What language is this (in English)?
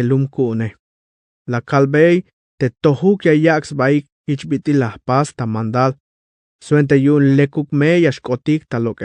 Tzeltal